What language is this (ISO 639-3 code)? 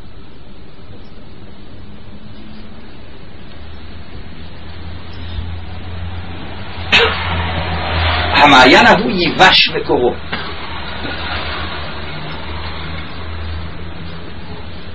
heb